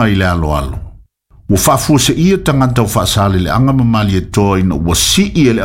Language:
Samoan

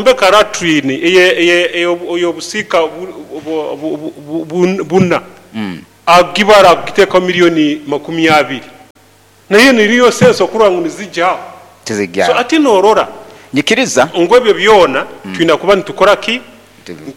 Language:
Nyoro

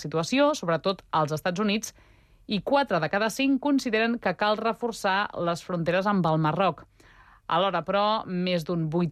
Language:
Catalan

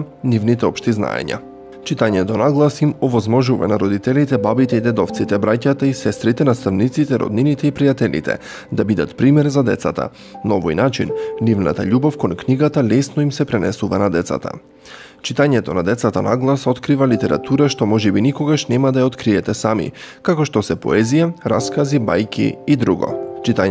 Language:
Macedonian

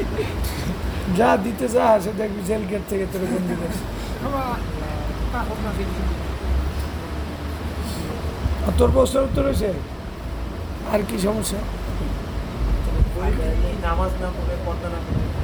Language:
Bangla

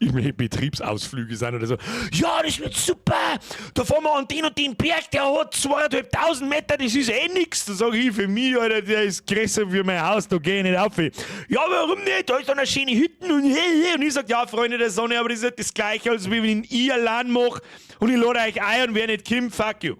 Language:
Bavarian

